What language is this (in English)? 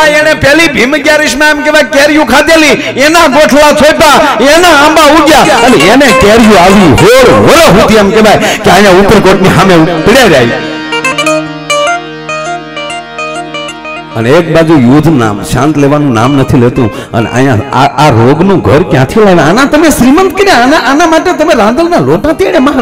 Gujarati